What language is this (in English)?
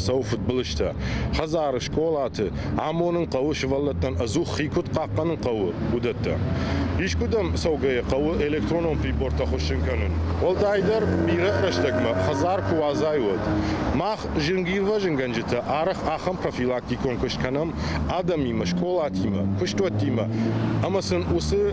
Ossetic